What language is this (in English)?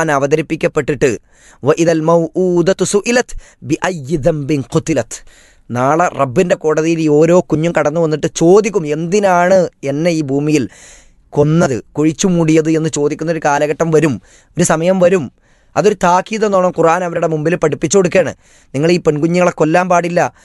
Malayalam